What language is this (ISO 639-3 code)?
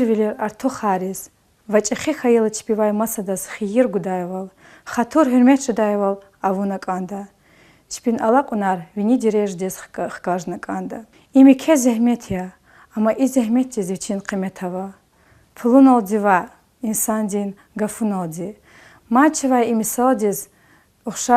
lez